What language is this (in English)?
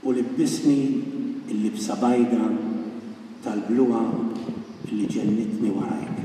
Maltese